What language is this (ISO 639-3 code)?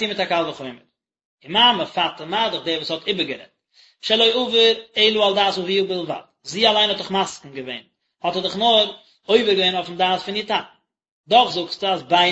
yid